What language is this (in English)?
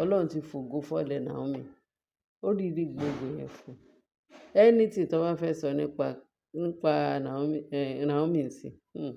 Yoruba